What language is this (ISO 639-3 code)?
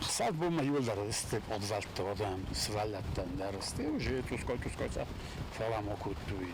oss